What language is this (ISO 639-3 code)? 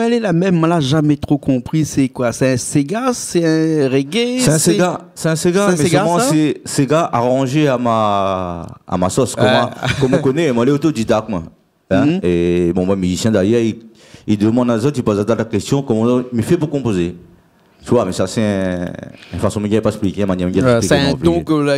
rcf